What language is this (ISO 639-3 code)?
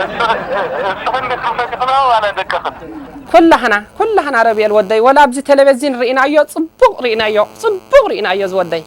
tir